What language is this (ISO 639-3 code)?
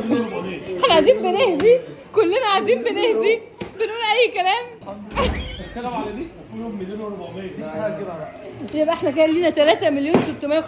arz